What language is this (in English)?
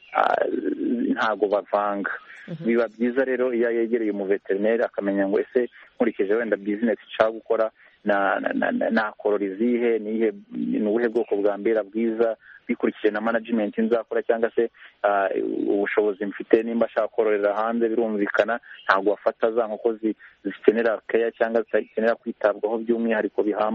Kinyarwanda